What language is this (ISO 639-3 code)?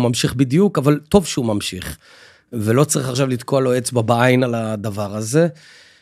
heb